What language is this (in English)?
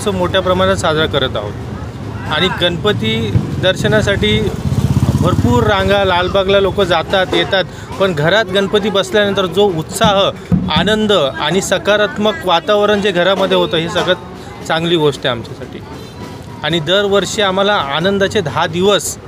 Marathi